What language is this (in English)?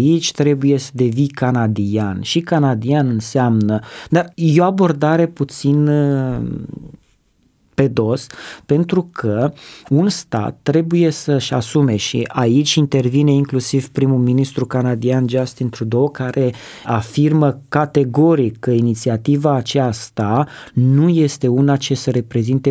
Romanian